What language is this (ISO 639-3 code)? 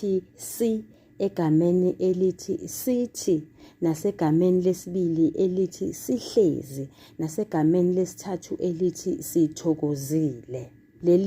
zul